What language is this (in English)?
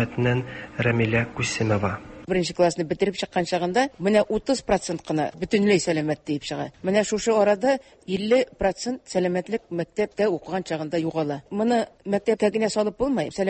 Tatar